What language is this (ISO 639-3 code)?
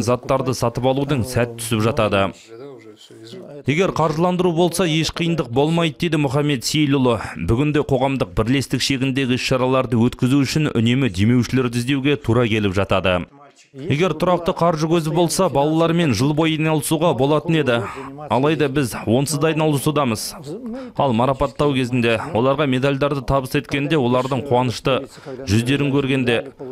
kaz